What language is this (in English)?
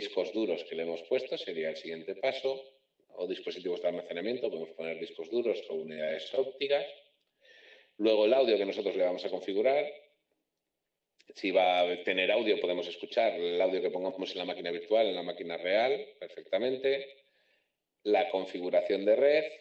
Spanish